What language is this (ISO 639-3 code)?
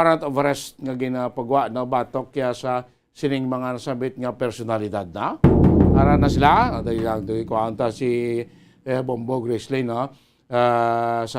hil